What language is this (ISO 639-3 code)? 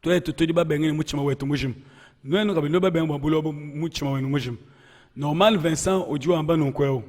lua